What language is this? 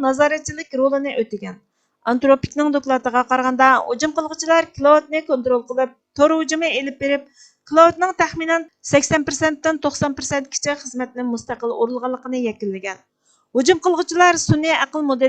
Uyghur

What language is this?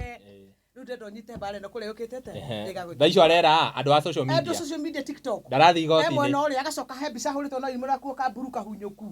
Kikuyu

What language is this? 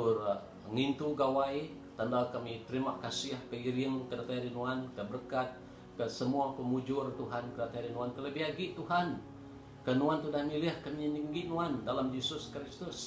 Iban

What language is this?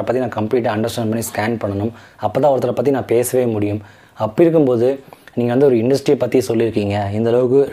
Tamil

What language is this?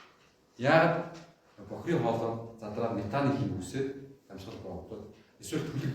Mongolian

